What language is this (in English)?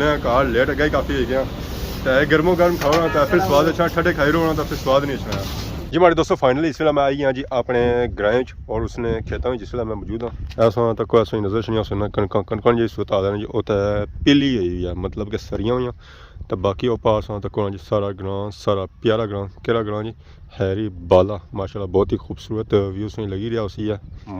Pahari-Potwari